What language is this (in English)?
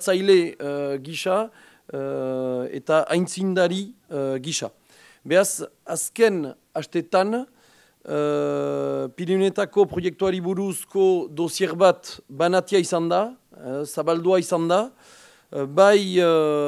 Basque